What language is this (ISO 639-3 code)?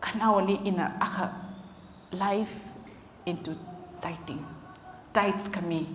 nmf